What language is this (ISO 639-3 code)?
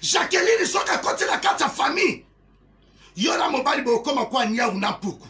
lin